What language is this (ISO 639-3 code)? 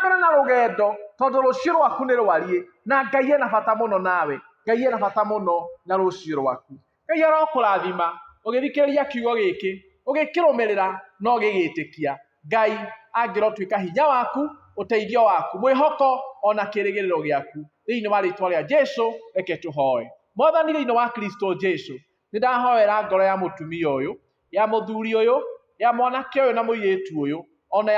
kik